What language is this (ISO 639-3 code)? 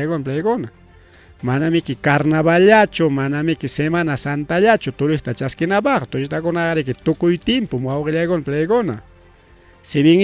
quy